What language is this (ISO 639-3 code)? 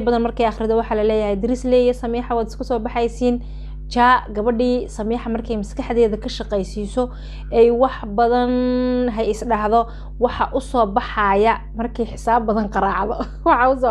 som